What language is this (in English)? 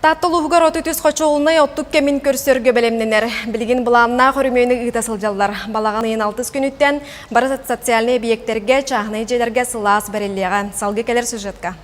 Yakut